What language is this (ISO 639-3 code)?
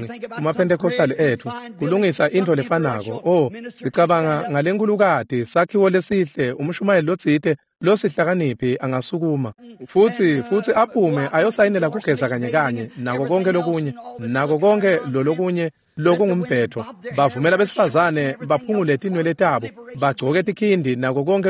ssw